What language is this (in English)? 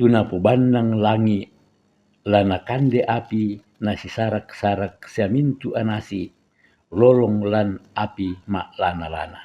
Toraja-Sa'dan